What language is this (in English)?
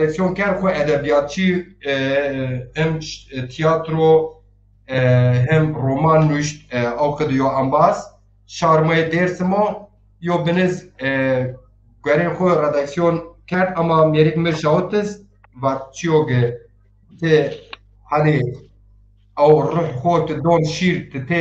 Zaza